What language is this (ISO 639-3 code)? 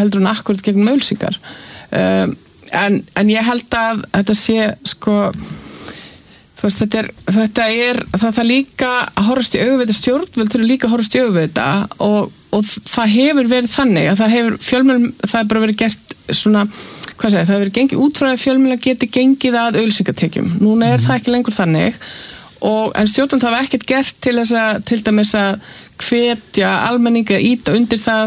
isl